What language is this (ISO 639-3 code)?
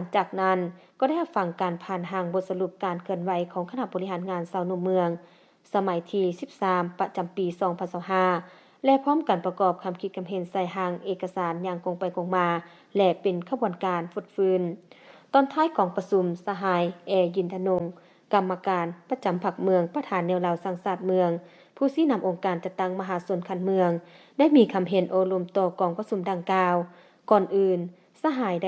lao